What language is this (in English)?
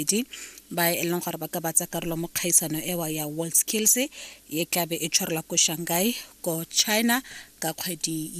Tswana